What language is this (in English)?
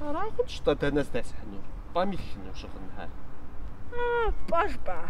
Kabardian